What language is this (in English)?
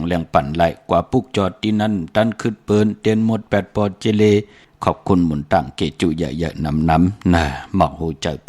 Shan